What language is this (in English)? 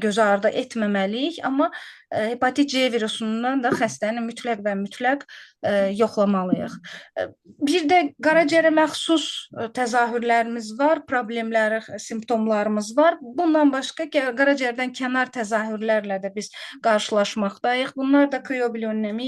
Azerbaijani